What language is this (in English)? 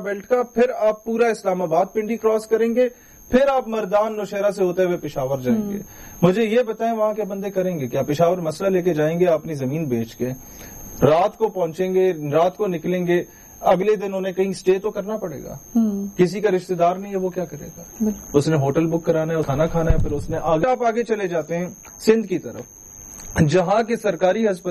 Urdu